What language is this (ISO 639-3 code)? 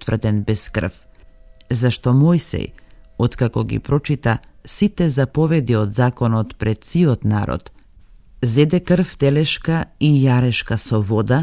mkd